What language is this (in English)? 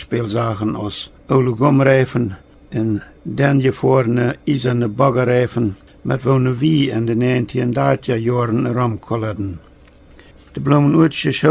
Plautdietsch